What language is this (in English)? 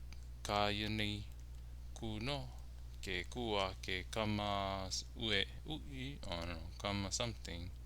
Hawaiian